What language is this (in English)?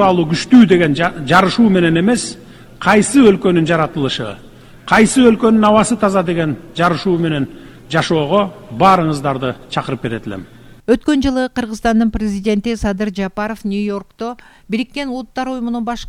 Kyrgyz